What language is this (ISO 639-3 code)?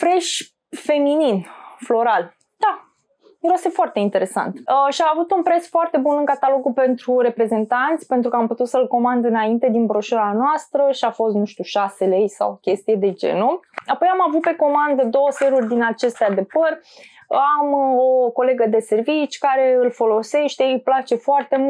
ron